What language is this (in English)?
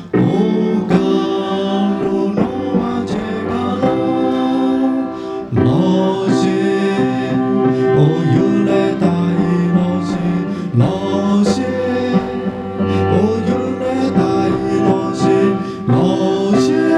Lahu